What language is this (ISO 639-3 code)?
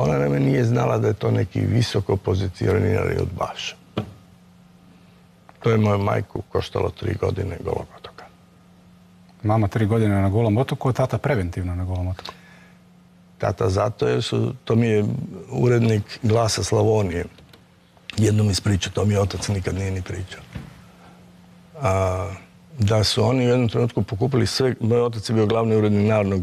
hrv